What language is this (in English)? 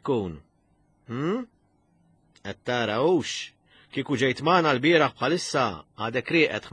Maltese